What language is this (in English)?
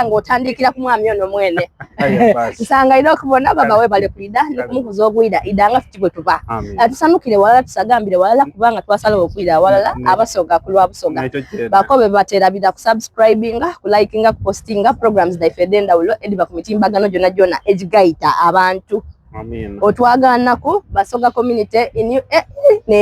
Soga